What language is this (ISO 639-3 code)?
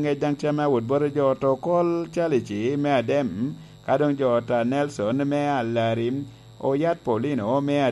laj